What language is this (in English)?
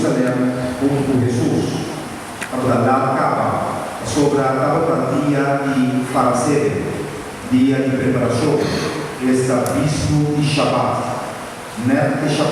Papiamento